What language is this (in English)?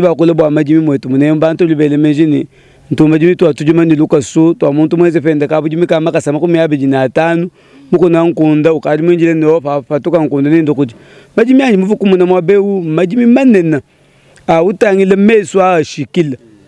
Luba-Lulua